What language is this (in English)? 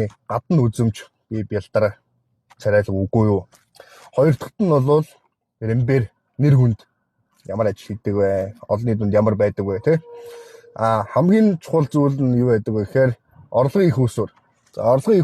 Mongolian